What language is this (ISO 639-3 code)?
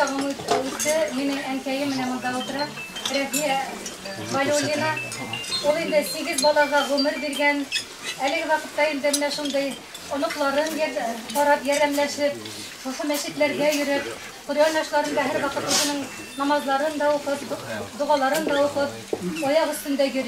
bak